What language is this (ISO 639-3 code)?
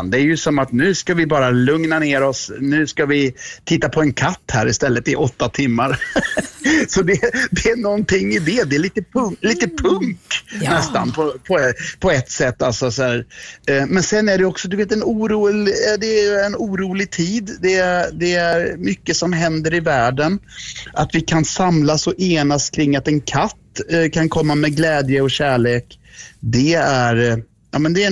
swe